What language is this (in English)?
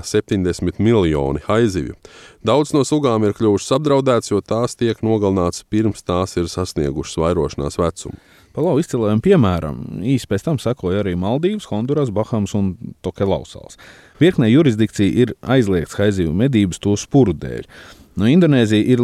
Latvian